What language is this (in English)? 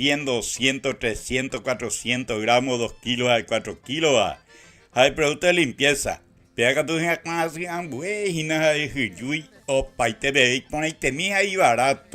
Guarani